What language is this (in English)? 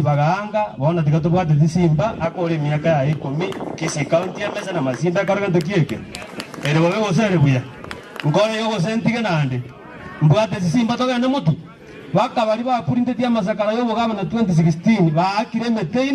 Gusii